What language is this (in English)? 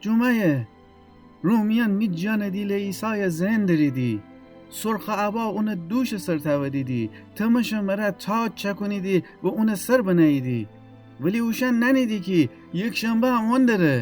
Gilaki